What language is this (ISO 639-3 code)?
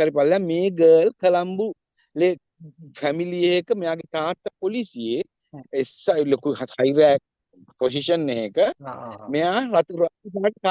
sin